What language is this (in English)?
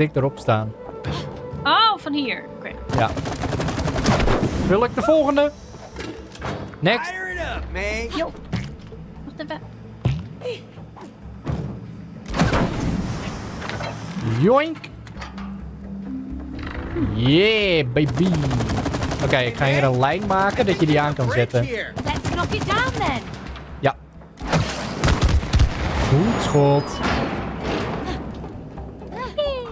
Dutch